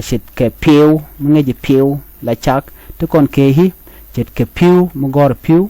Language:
Nuer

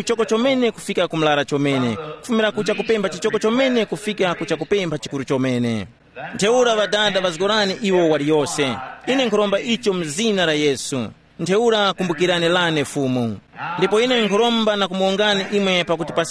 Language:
Tumbuka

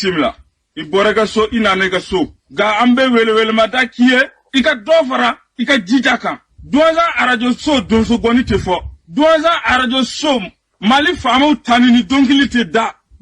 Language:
Bambara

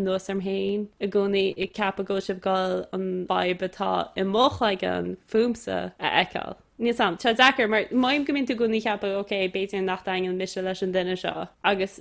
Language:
Irish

